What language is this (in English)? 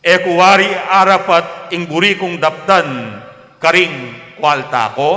Pampanga